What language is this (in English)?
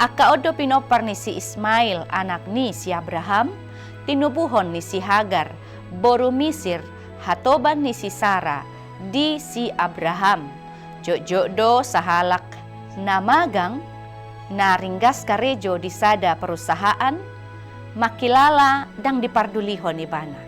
Batak Toba